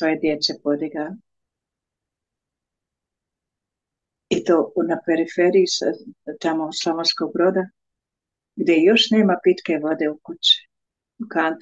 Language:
Croatian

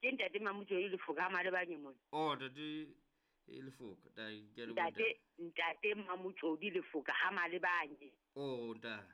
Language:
Southern Sotho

